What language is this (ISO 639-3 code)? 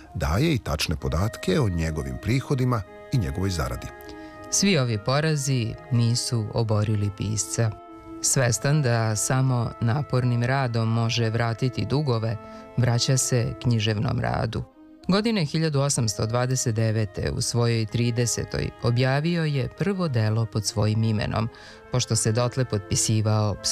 srp